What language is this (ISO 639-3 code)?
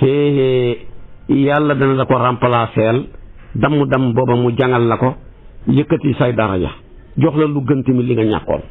wol